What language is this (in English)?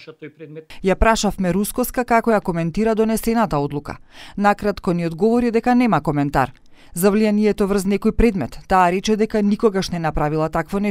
Macedonian